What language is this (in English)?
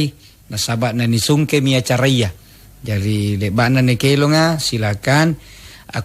Makasar